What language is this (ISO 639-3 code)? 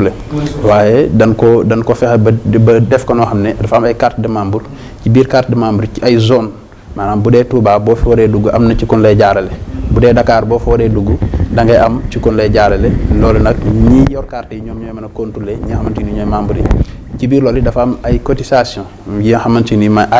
wol